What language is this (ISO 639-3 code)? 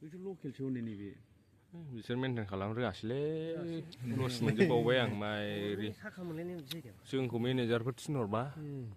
brx